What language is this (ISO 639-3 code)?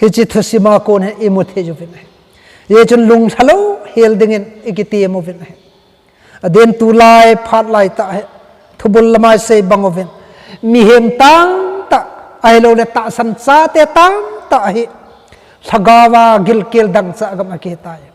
tcz